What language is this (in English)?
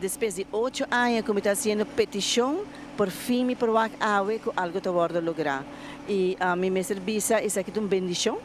Papiamento